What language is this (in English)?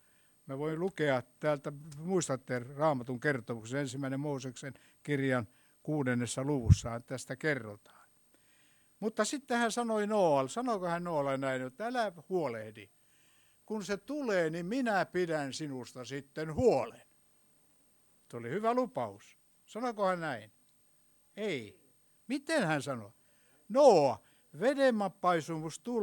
Finnish